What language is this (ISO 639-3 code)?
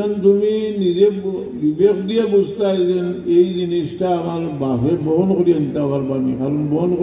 syl